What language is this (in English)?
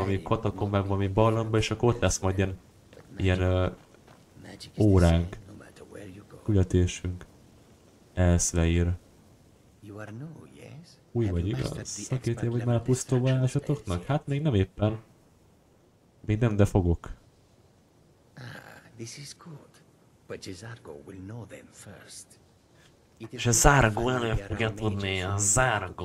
Hungarian